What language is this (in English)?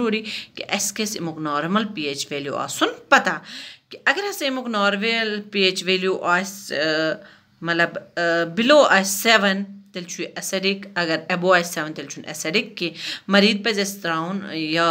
Kashmiri